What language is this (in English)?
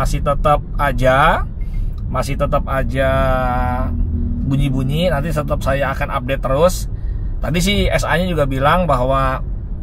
Indonesian